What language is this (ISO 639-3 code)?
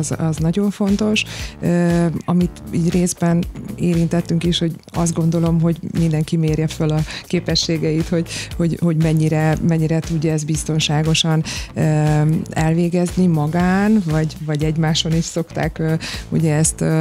hun